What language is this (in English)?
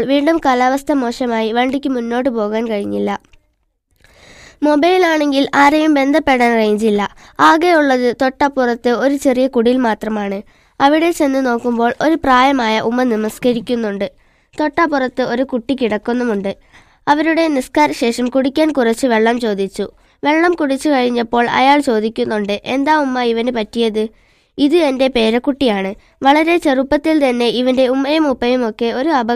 Malayalam